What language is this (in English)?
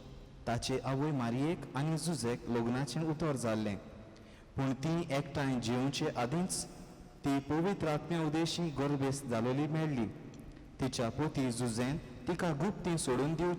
Konkani